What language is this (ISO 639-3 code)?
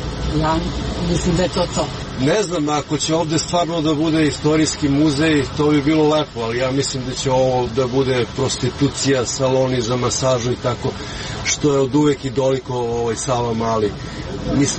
srp